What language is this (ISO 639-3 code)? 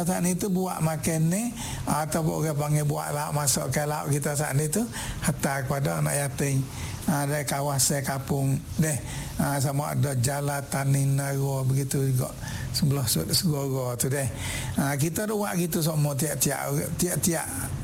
msa